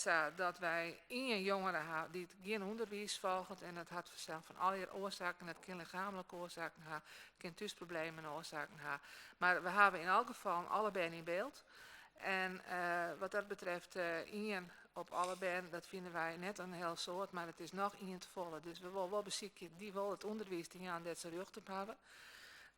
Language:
Western Frisian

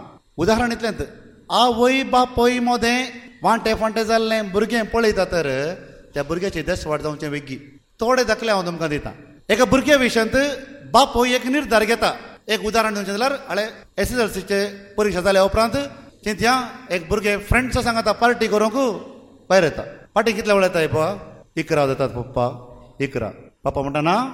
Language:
Konkani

